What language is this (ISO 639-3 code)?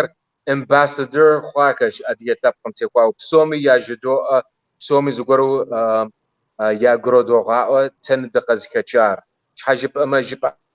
kbd